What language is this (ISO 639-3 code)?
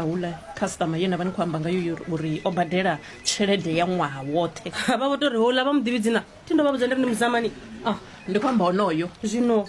ven